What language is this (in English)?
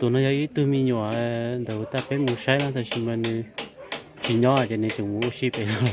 Hmong